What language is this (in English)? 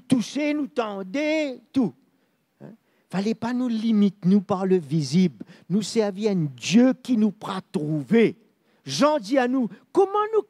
Morisyen